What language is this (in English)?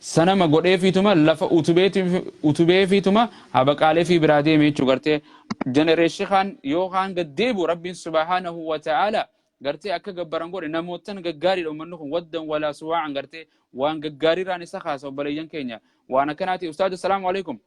Oromo